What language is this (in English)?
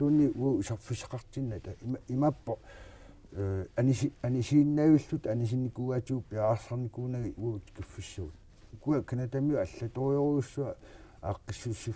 Kalaallisut